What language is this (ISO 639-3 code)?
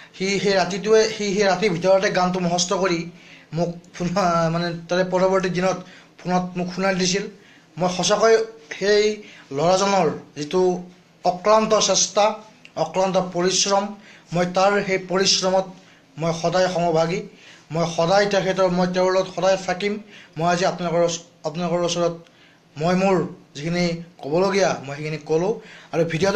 asm